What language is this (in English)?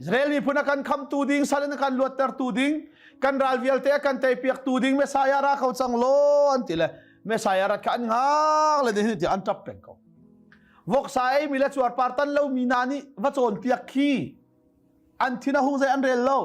Hakha Chin